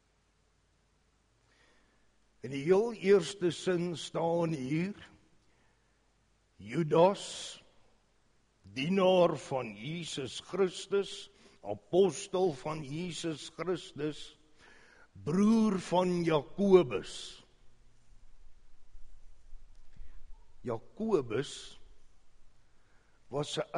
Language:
Afrikaans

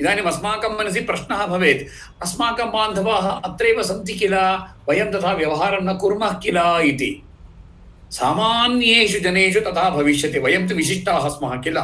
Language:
Sanskrit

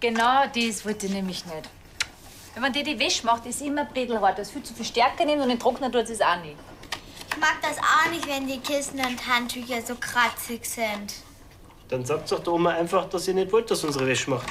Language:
Bavarian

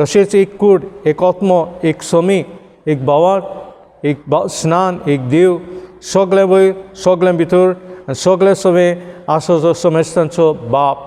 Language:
Konkani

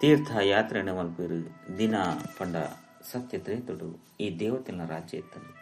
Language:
Tulu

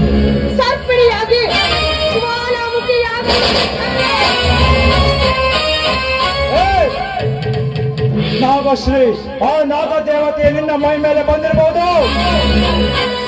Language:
Kannada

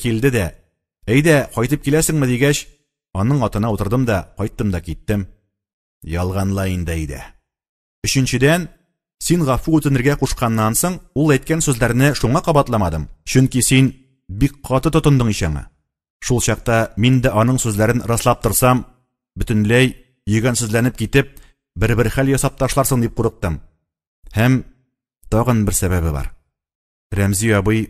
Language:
Tatar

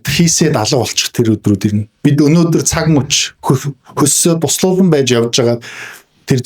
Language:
Mongolian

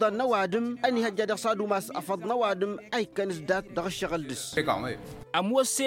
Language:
Tamasheq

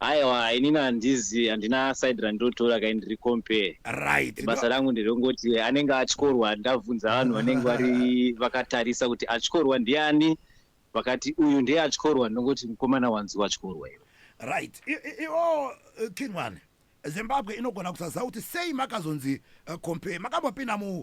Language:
Shona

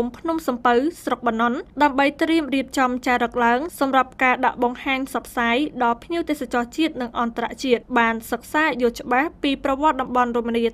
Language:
Khmer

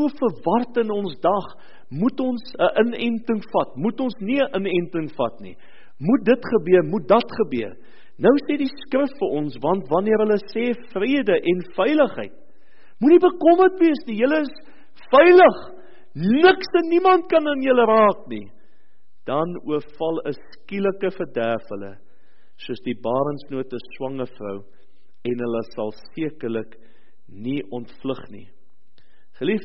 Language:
Afrikaans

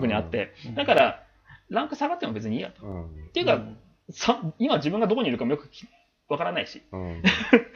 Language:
Japanese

